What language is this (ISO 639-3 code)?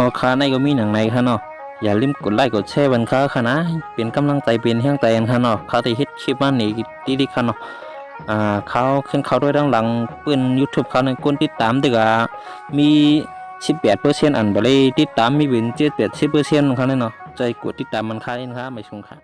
shn